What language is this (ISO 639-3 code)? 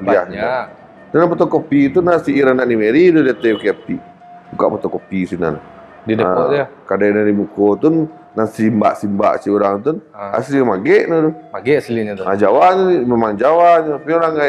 min